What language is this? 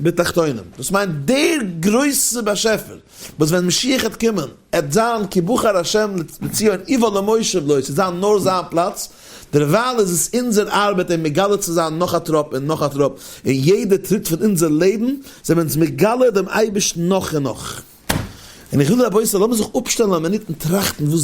Yiddish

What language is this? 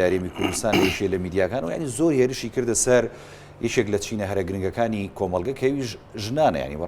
Central Kurdish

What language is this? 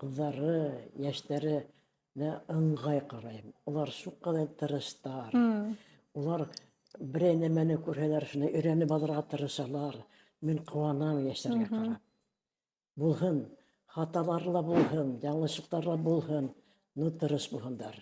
Bashkir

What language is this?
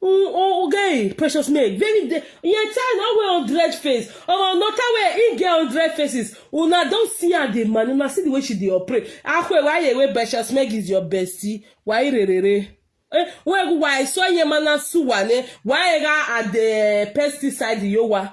Nigerian Pidgin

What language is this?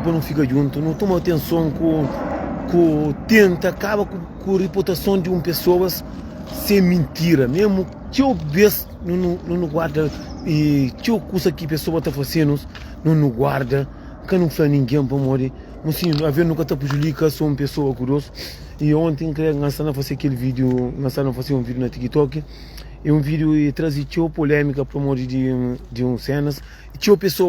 Kabuverdianu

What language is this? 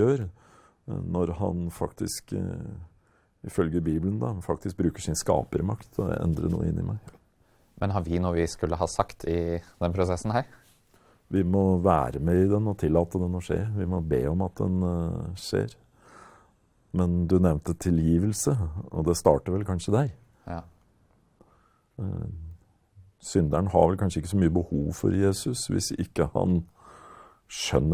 Norwegian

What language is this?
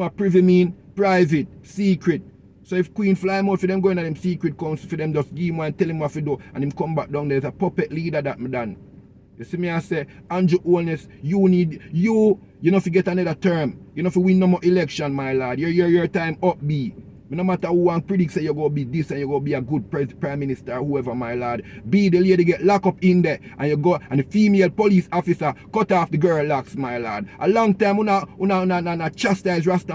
Jamaican Creole English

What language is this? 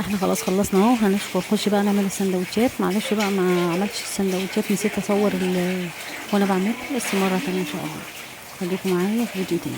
Egyptian Arabic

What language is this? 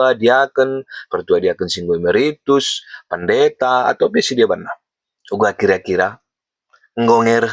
Batak Karo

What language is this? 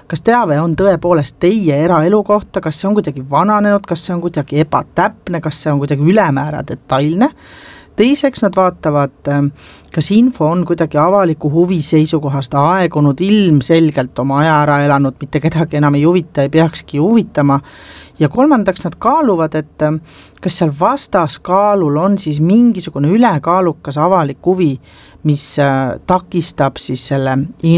Estonian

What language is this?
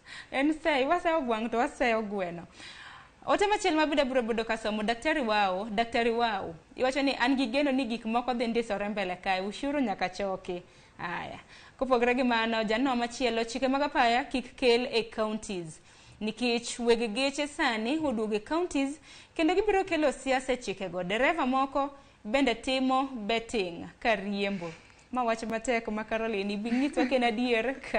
Luo (Kenya and Tanzania)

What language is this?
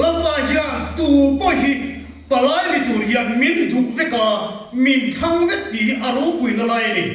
Mizo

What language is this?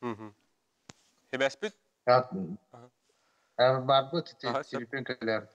Yakut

